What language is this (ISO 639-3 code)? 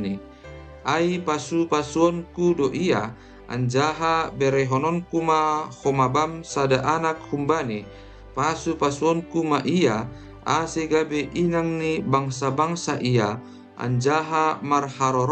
bts